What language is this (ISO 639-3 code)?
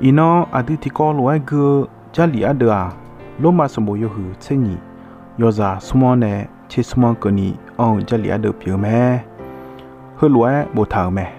ahk